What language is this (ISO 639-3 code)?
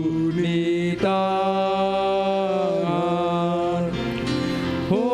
bts